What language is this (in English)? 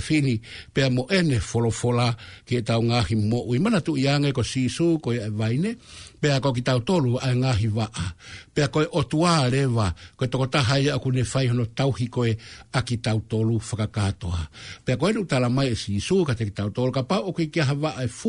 Tongan